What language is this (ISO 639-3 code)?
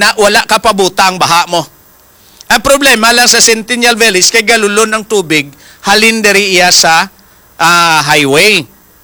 hil